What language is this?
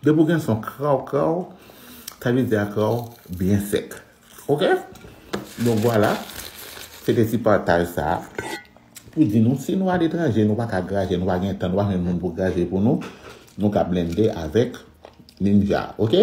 Haitian Creole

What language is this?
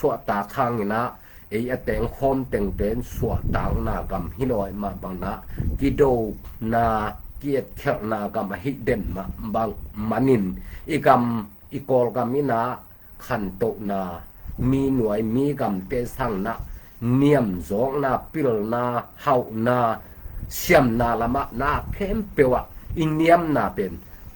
Tedim Chin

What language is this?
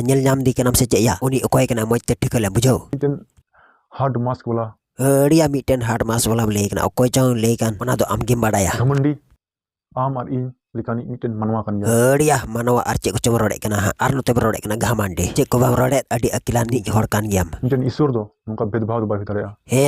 Santali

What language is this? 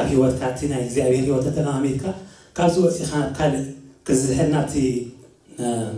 Tigrinya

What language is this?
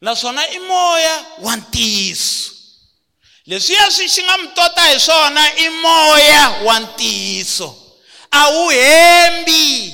Tsonga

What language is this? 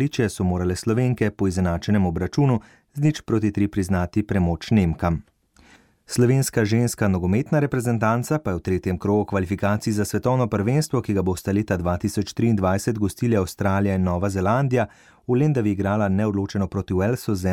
Slovenian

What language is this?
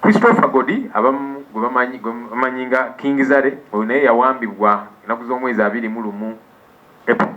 Ganda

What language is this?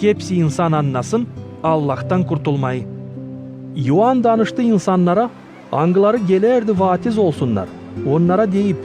Gagauz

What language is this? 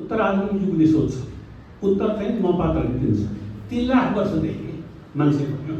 Nepali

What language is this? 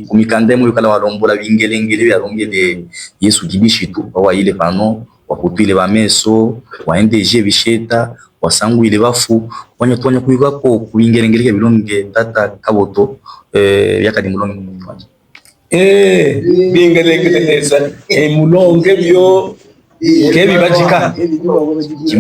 Luba-Katanga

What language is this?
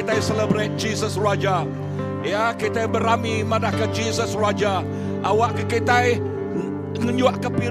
Iban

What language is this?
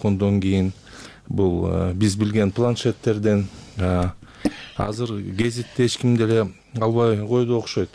Kyrgyz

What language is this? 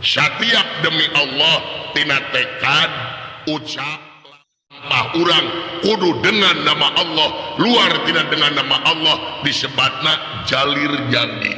Sundanese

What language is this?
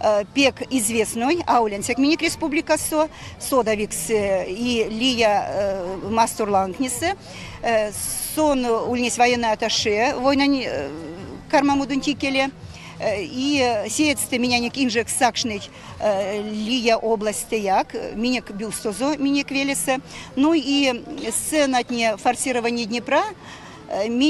Erzya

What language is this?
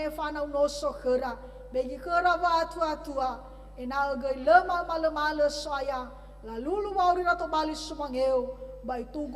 Nias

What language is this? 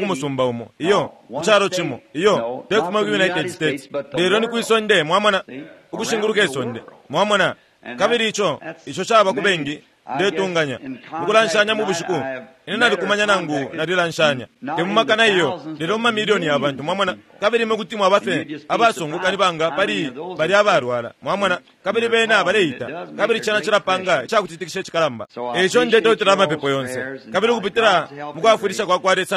Bemba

